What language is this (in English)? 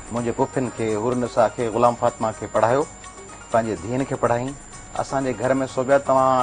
Sindhi